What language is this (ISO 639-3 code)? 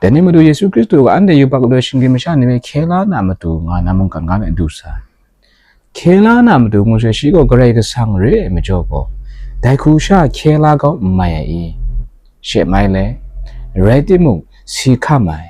kac